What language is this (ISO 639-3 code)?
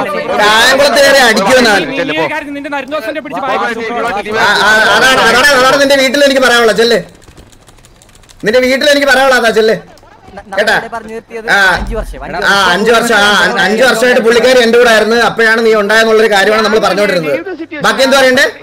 mal